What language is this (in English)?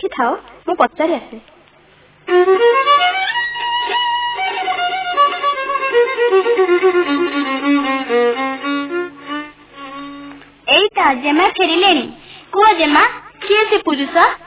Odia